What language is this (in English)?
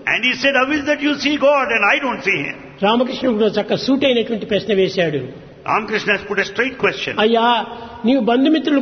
Telugu